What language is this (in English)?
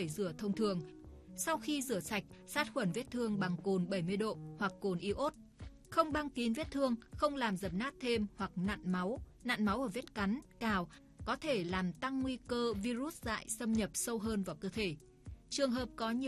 Vietnamese